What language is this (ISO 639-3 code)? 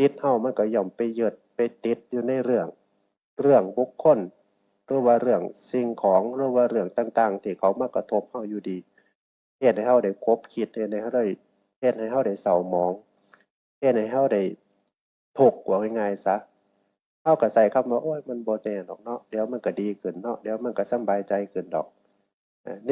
tts